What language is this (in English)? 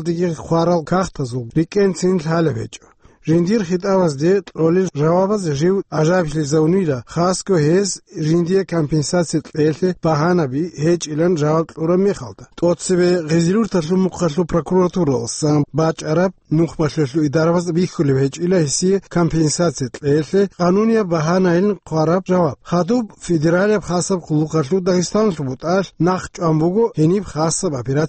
Avaric